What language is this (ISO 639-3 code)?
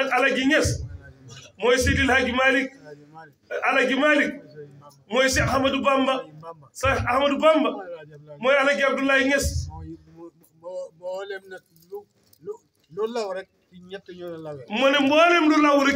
wol